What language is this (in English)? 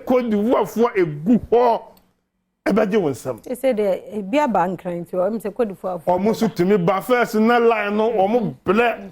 Akan